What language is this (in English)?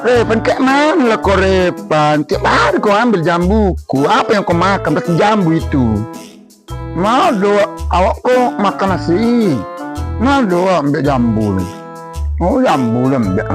Minangkabau